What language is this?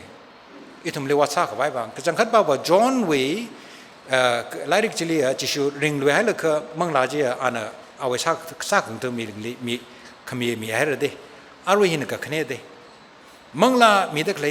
Tangkhul Naga (India)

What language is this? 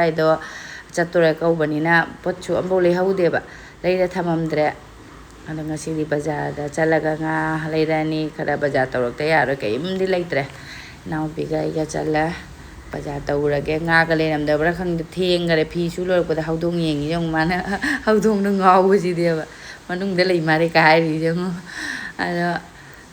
Manipuri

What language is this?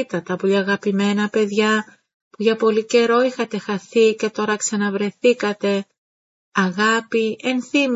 Greek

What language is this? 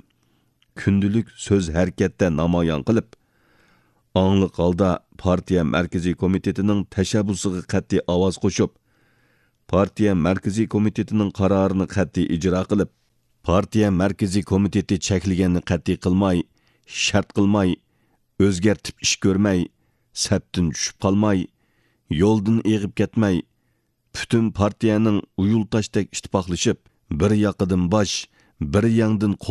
Uyghur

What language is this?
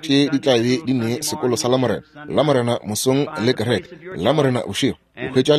Northern Sotho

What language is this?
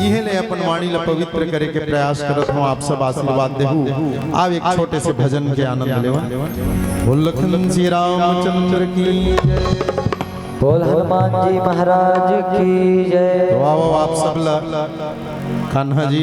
Chhattisgarhi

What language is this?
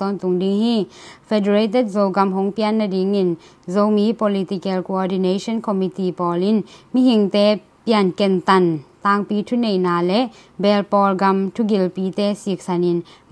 Tedim Chin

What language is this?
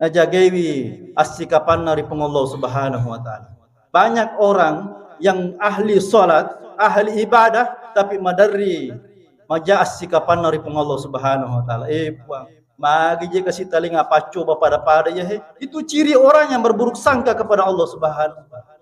Buginese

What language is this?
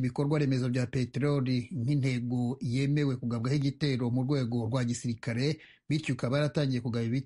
Kinyarwanda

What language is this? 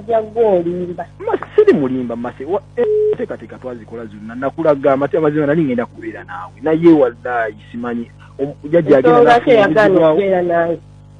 Ganda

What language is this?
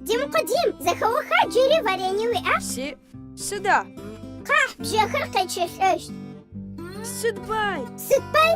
Adyghe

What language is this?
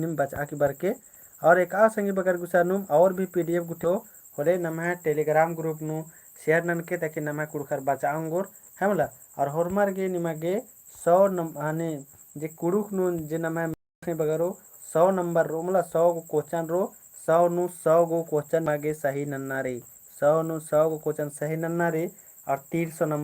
Kurukh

